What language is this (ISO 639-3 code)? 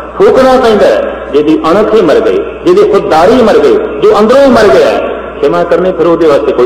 pan